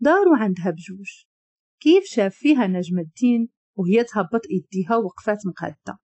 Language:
Moroccan Arabic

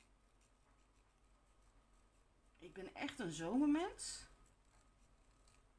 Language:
Dutch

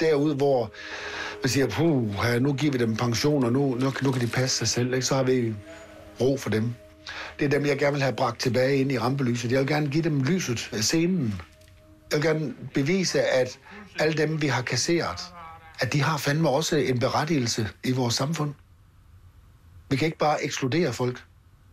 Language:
Danish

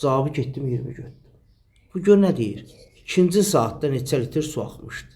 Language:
Azerbaijani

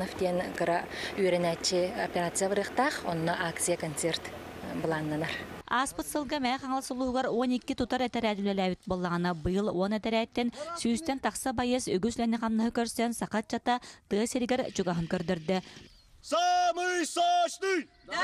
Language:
Yakut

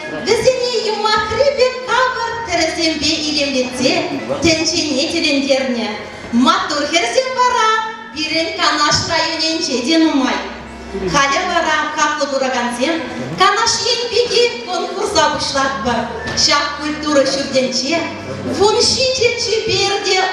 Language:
Chuvash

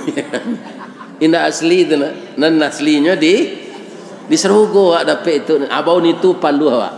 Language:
Minangkabau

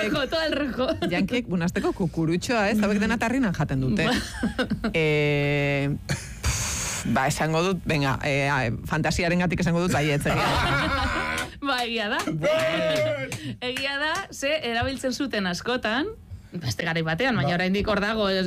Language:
Basque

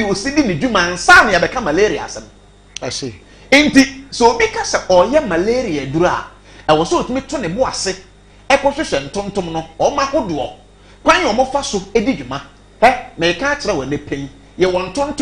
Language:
Akan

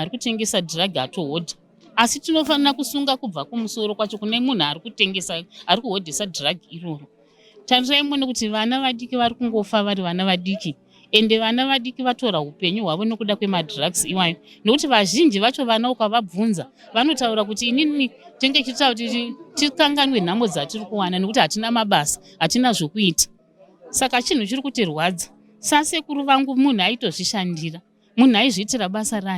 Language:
Shona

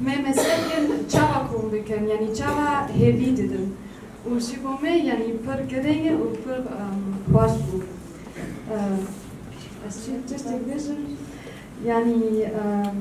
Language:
Kurdish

